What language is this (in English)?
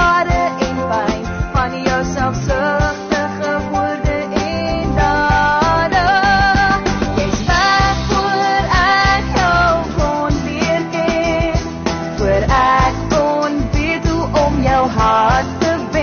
Afrikaans